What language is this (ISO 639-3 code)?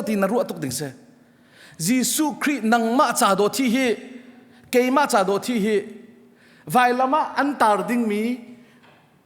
cnh